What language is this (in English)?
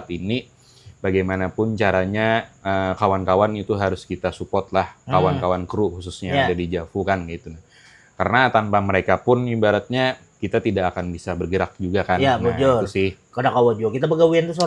Banjar